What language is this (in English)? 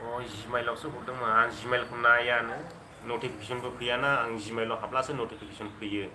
Bodo